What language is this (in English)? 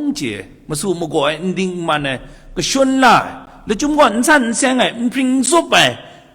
Kachin